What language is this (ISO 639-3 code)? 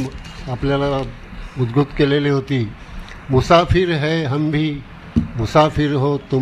mar